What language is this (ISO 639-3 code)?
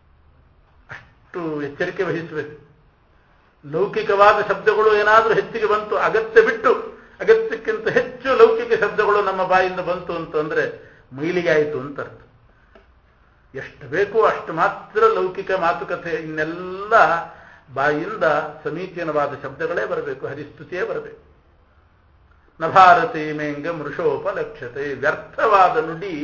kan